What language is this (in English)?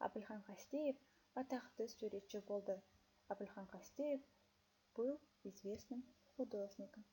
Kazakh